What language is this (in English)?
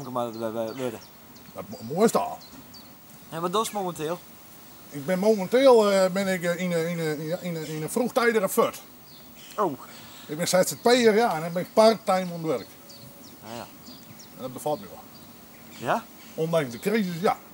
Western Frisian